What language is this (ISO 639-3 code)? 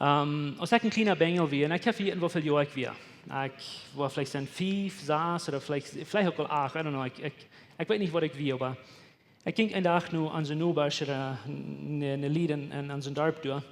pdt